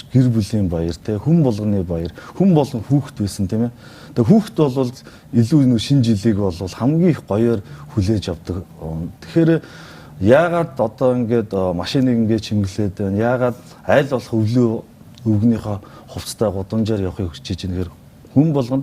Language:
Mongolian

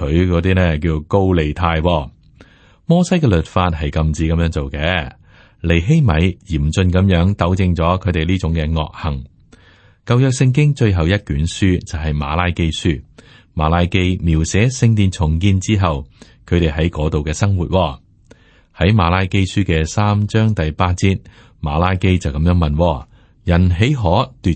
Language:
Cantonese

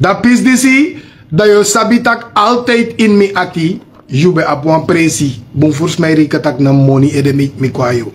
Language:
Sranan Tongo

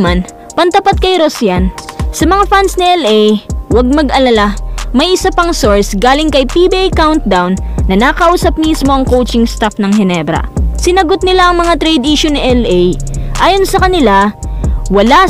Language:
Filipino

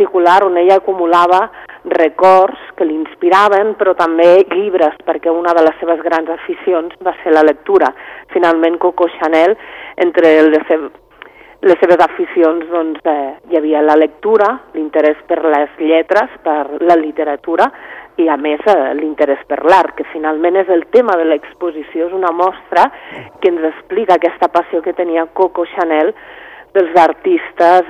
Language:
Catalan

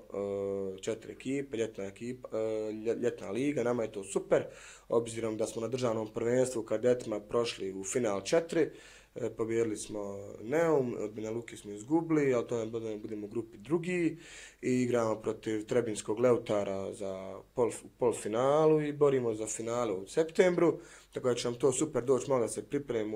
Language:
Bosnian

